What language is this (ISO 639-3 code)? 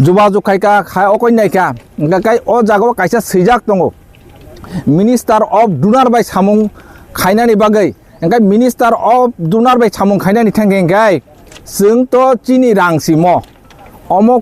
trp